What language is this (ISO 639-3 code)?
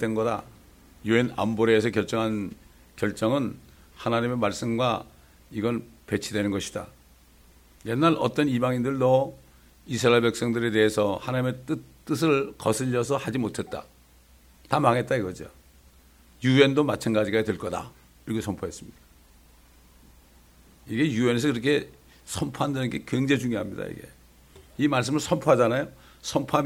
kor